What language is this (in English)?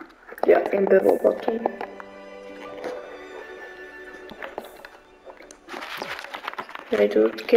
Dutch